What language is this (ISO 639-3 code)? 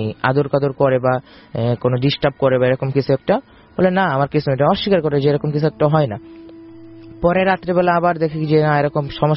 ben